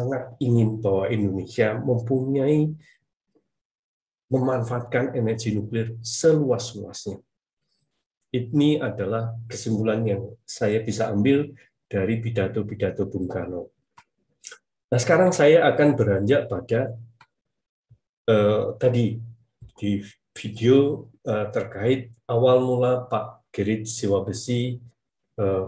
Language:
Indonesian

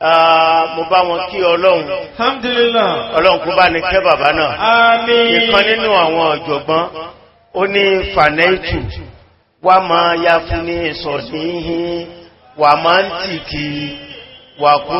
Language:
Yoruba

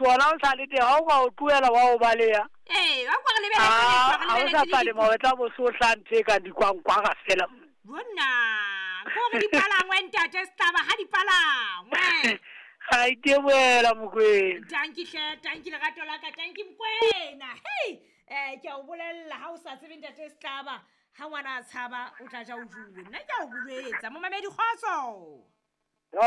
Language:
Southern Sotho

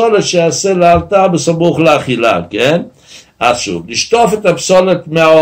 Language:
Hebrew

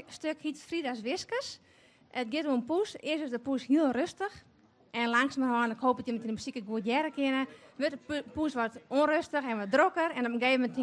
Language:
Western Frisian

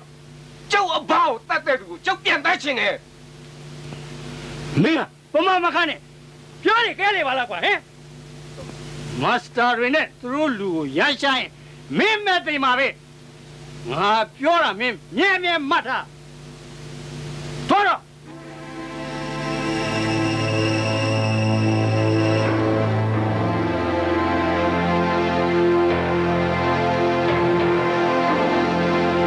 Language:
Burmese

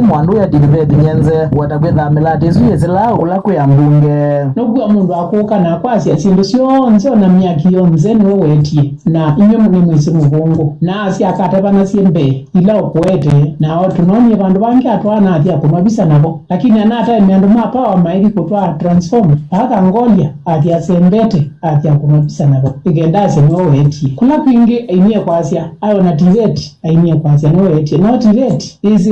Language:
Kamba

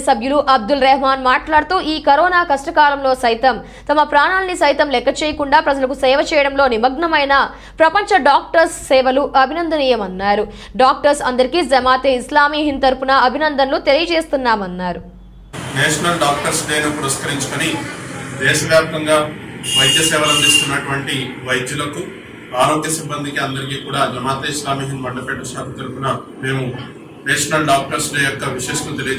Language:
Telugu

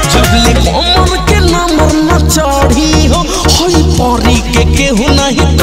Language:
Bhojpuri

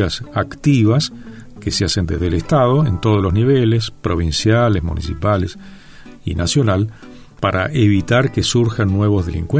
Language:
Spanish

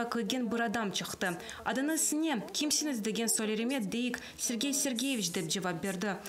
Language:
Crimean Tatar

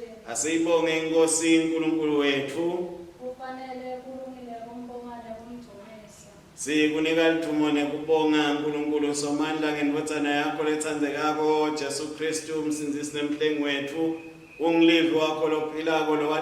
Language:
Swati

